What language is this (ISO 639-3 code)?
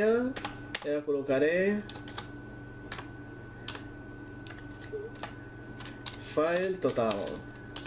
cat